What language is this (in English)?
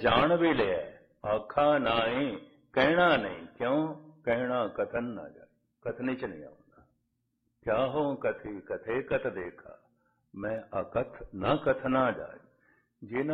Punjabi